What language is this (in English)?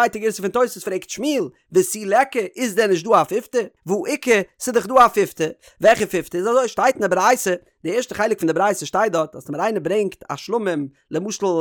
Yiddish